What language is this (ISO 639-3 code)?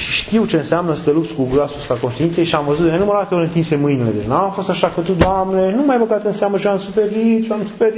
ron